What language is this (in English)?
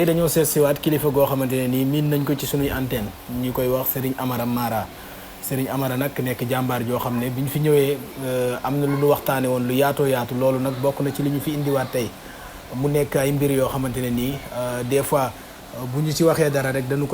Wolof